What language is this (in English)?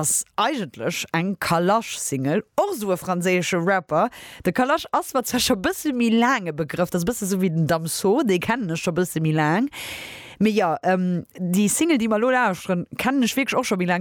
Luxembourgish